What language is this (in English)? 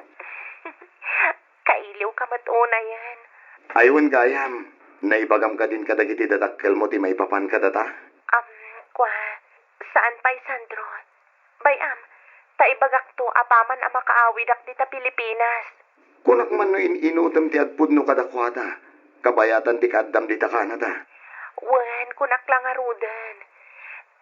Iloko